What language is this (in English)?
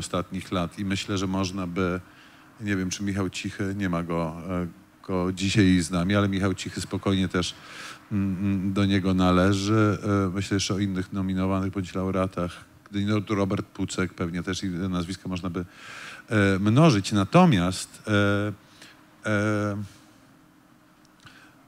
Polish